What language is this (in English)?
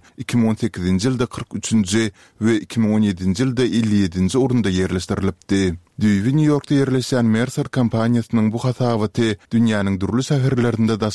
Turkmen